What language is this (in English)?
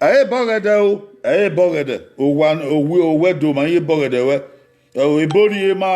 Bini